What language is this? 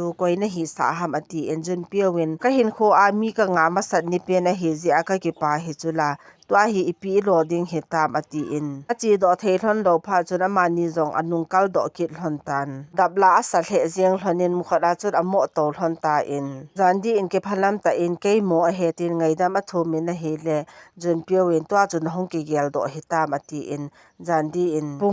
Thado Chin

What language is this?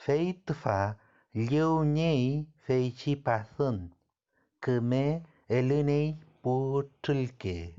Mapuche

